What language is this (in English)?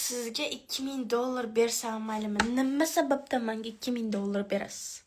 Uzbek